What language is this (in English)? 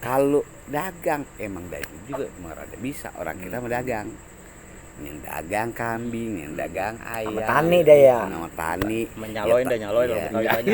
Betawi